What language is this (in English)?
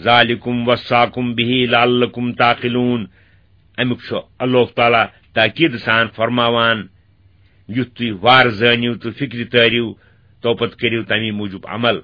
Kashmiri